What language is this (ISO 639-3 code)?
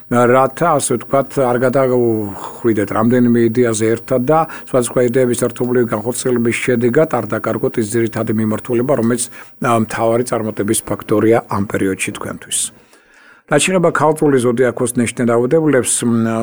kat